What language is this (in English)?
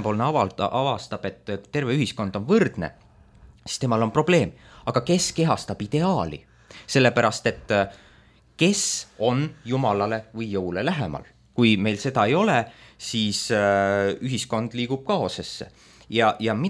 Estonian